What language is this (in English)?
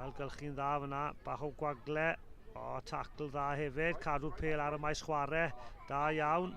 Welsh